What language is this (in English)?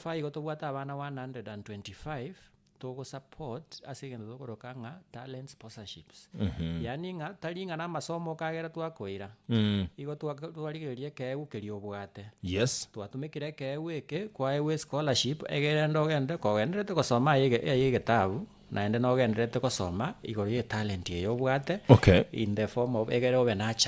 Gusii